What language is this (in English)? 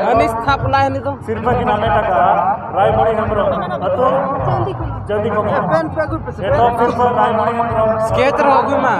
Santali